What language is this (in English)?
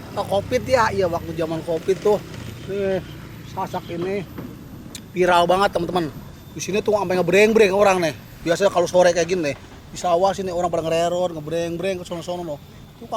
Betawi